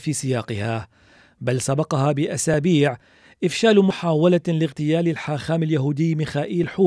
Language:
Arabic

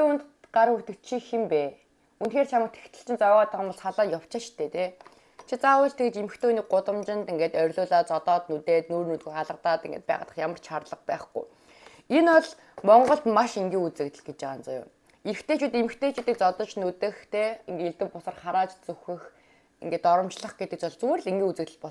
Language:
Mongolian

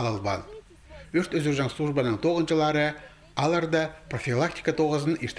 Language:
Khakas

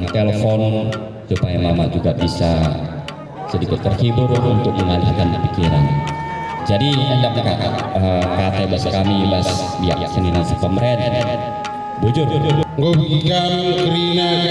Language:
Batak Karo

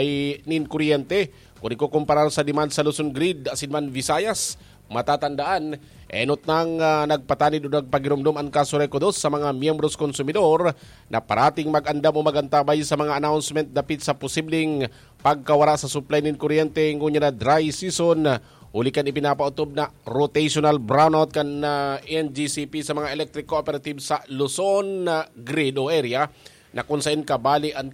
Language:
Bikol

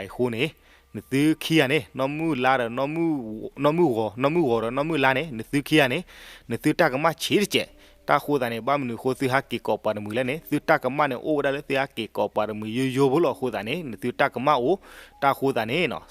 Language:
S'gaw Karen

